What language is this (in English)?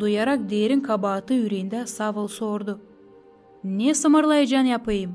Gagauz